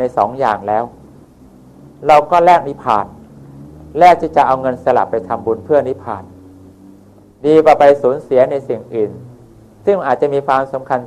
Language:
Thai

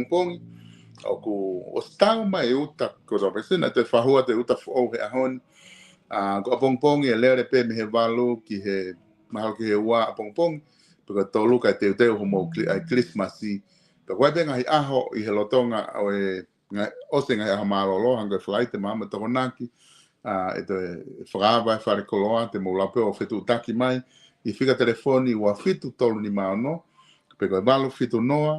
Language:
Tongan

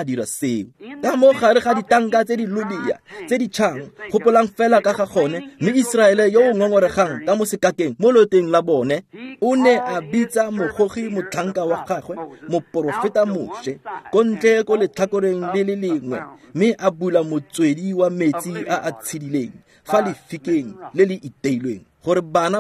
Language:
Tswana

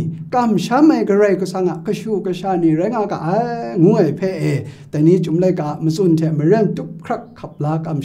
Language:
Kachin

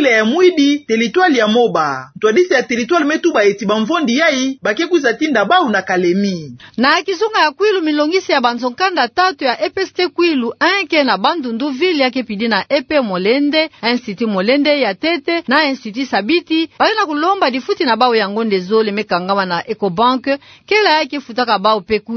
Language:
Kituba (Democratic Republic of Congo)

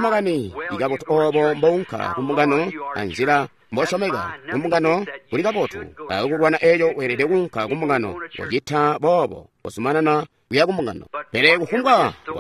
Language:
Tonga (Zambia)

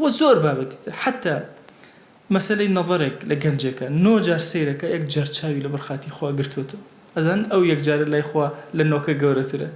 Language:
Central Kurdish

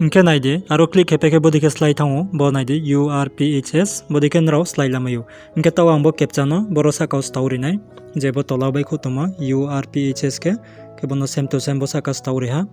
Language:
Riang (India)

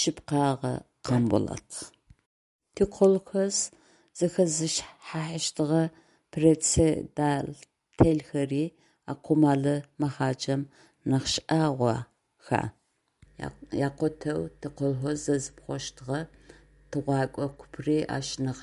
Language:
Adyghe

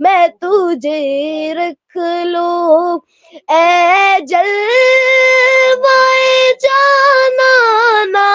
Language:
Kashmiri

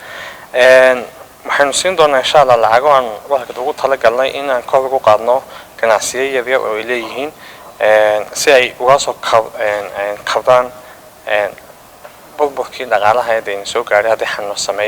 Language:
Somali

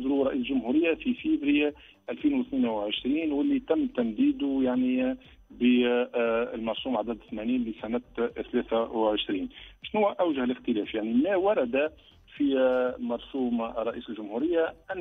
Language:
Tunisian Arabic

